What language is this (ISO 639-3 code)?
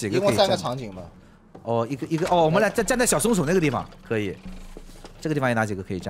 zho